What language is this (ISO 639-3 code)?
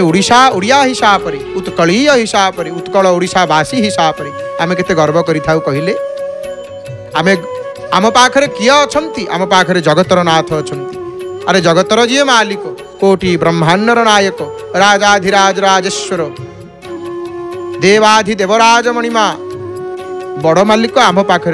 ori